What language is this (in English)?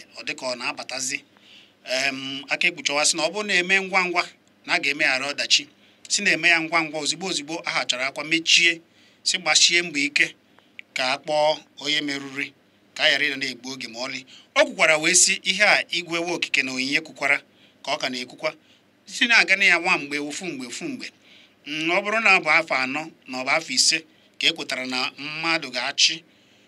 Igbo